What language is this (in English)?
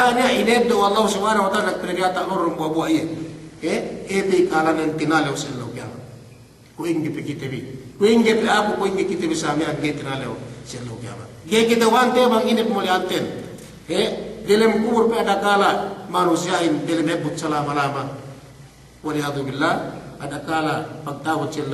Yakan